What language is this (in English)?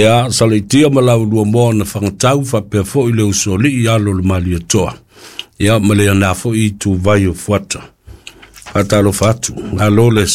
Samoan